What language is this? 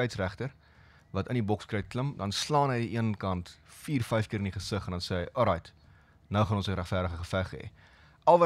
Afrikaans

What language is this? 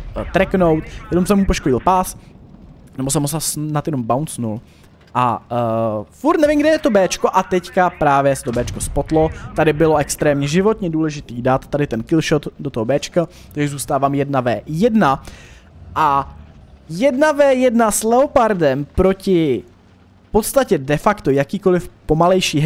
Czech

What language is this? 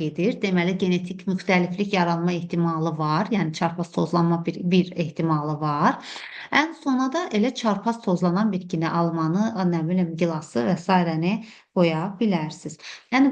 Azerbaijani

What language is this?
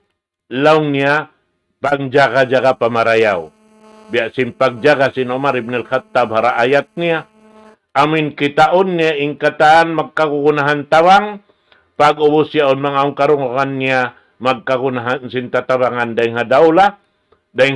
Tausug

